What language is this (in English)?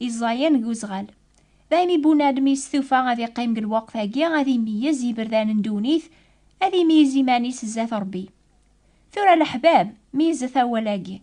Kabyle